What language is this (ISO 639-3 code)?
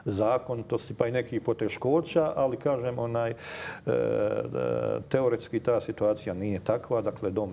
hrv